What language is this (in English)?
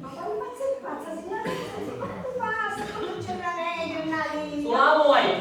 Sicilian